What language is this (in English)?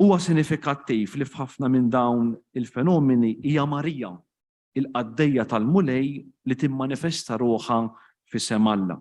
Maltese